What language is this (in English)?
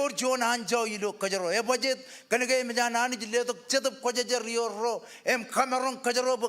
Marshallese